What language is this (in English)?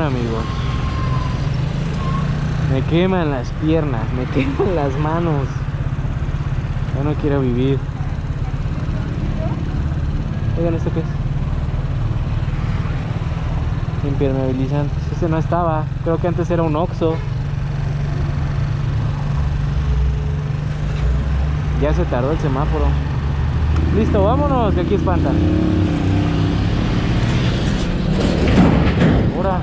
Spanish